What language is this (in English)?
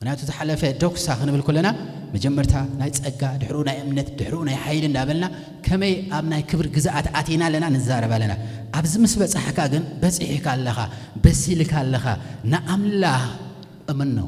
Tigrinya